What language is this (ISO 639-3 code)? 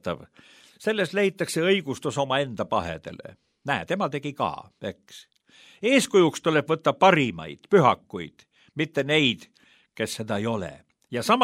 est